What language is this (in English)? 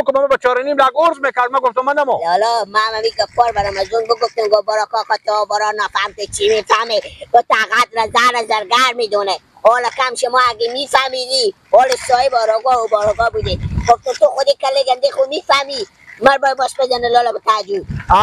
Persian